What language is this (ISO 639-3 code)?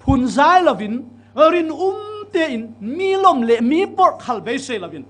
cfm